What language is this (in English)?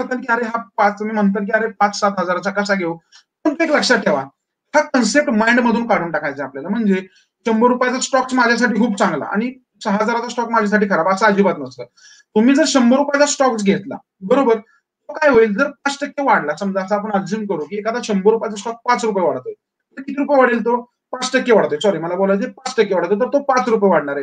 Marathi